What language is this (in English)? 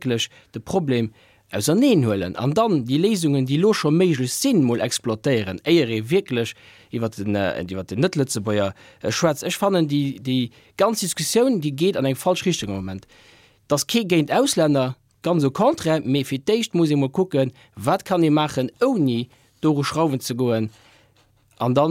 Luxembourgish